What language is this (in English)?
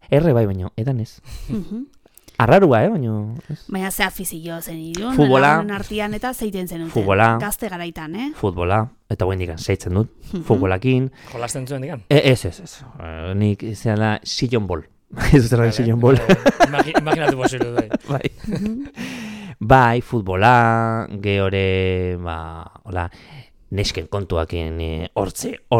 Basque